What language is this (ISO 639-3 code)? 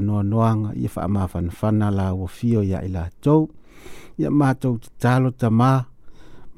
smo